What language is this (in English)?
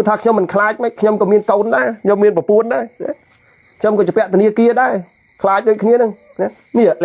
Khmer